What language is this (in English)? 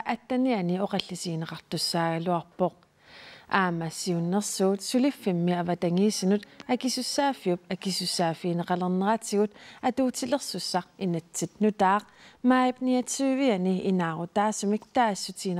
Kalaallisut